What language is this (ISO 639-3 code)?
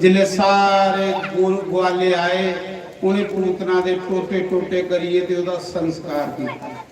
doi